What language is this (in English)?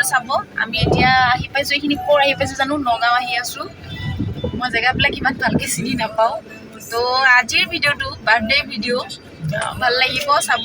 Assamese